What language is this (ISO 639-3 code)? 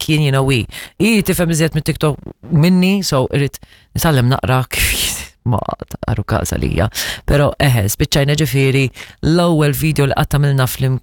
mlt